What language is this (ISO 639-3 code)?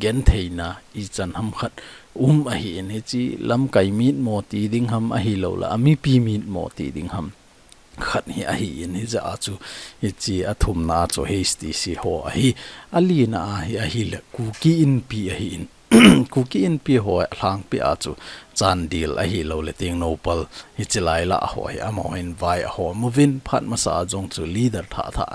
tcz